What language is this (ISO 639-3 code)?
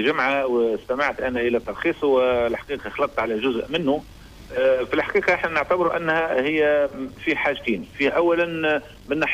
aeb